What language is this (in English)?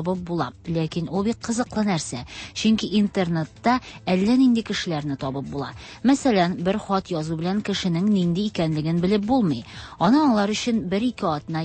Tatar